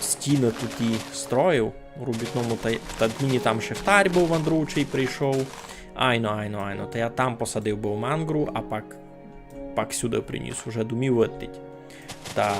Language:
Rusyn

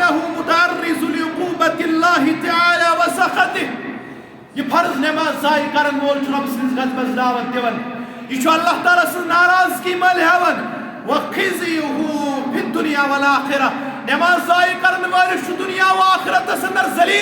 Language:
Kashmiri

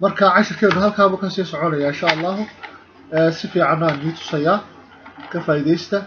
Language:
Somali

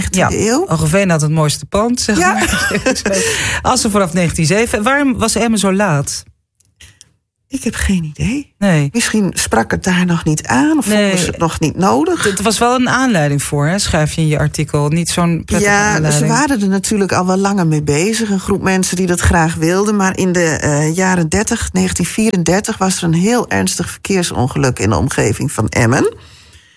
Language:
Dutch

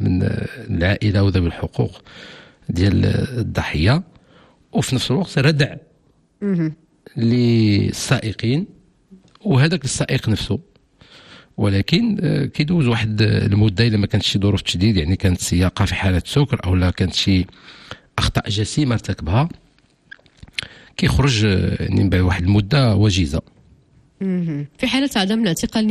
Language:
Moroccan Arabic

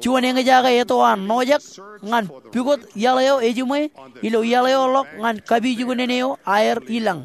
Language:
Marshallese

